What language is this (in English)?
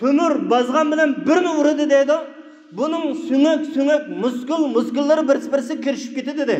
Uyghur